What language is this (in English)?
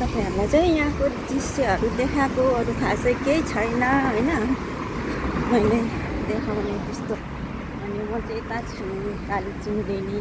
Nepali